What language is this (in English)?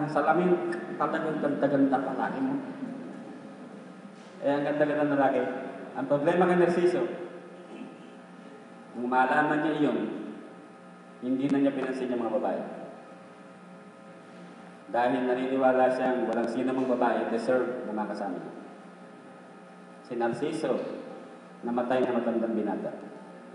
Filipino